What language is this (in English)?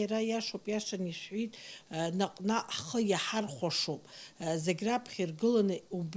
Abkhazian